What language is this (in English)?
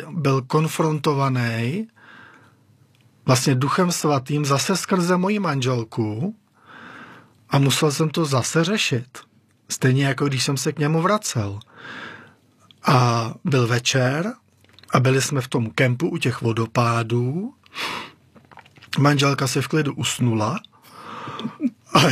Czech